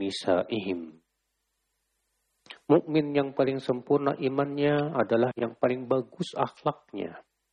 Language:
Indonesian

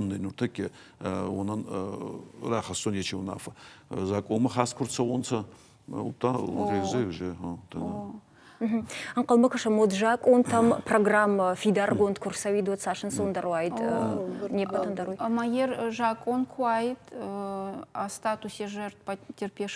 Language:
Ossetic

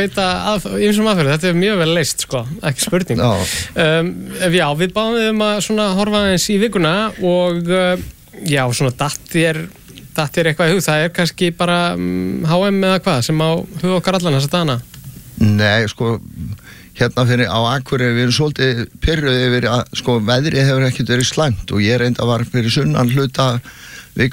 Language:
Icelandic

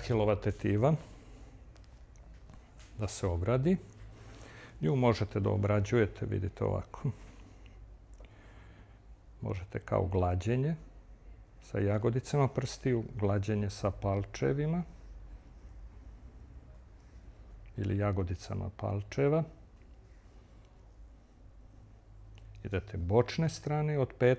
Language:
Serbian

